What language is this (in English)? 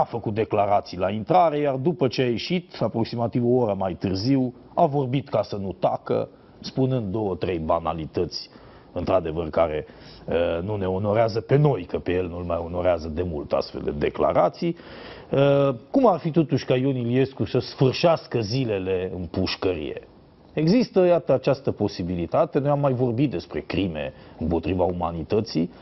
Romanian